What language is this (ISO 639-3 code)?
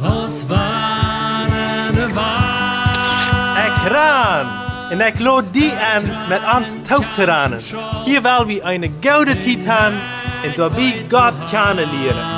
pdt